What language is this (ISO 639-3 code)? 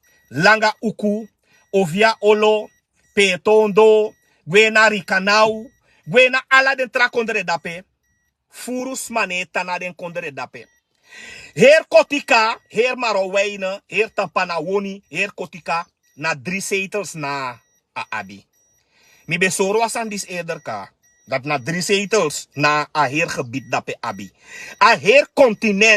srn